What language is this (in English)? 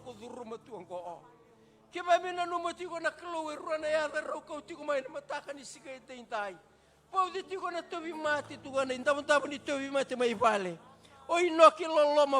Fijian